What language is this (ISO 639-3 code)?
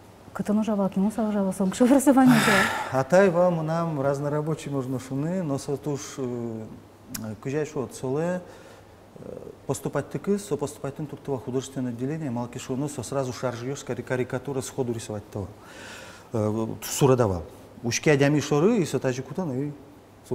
udm